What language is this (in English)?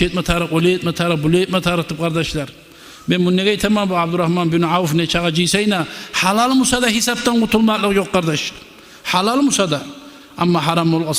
Kumyk